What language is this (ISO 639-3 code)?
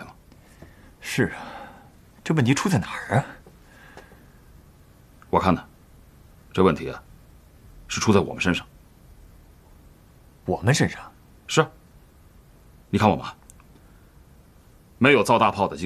zho